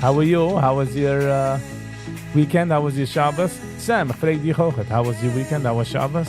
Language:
Yiddish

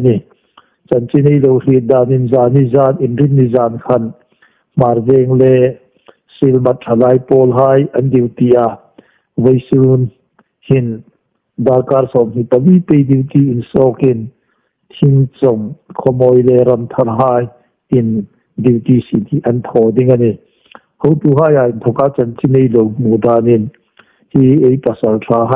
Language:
Hmar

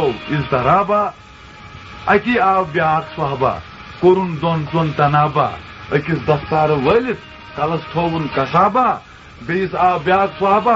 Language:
Kashmiri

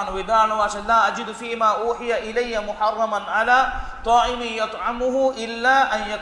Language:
Divehi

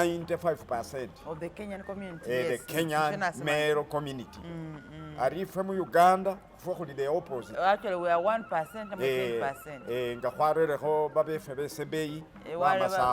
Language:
Masaaba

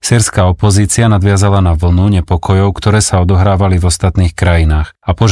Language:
Slovak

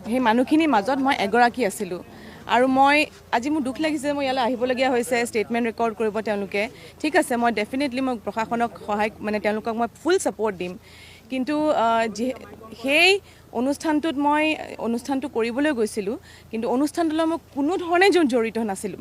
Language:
Assamese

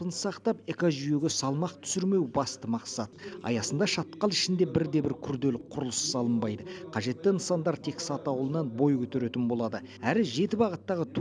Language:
Kazakh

